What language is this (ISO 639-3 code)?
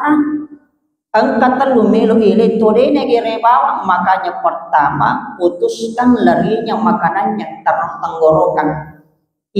bug